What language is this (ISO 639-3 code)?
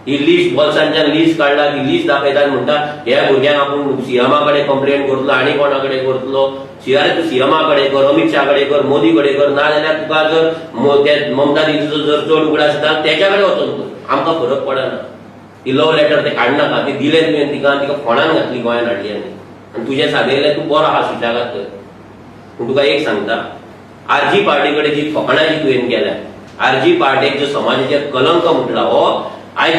kok